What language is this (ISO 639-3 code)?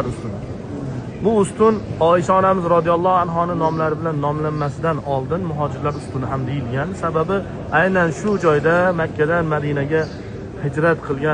uzb